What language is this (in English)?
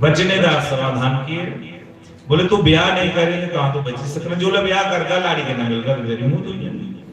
Dogri